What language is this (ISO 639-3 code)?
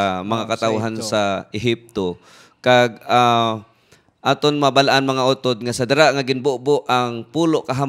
hil